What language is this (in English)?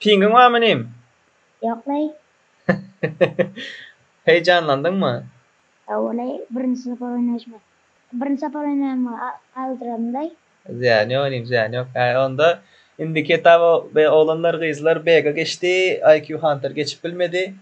Turkmen